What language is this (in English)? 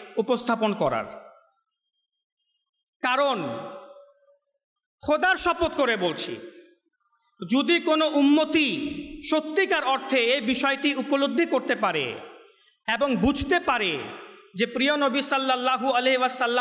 Bangla